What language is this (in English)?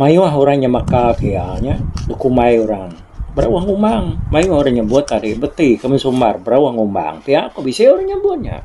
Iban